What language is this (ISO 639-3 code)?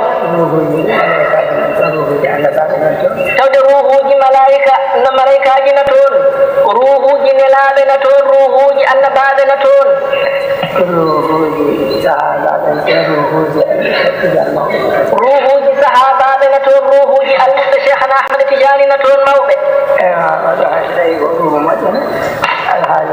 ful